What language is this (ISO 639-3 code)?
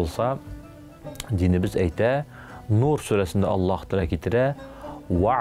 tat